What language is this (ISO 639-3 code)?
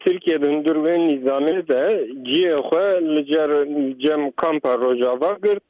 kur